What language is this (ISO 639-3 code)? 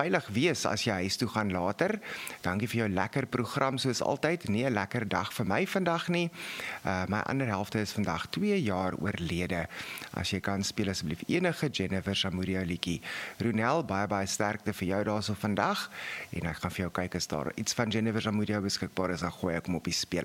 afr